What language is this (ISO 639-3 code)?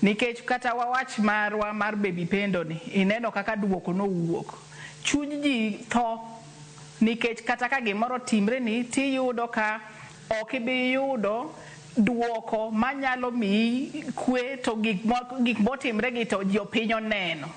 luo